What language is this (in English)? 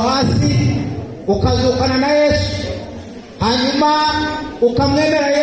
Kinyarwanda